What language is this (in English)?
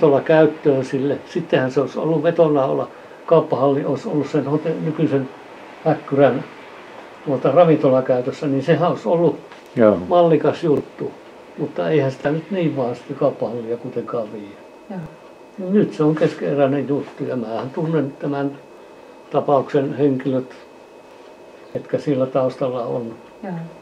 Finnish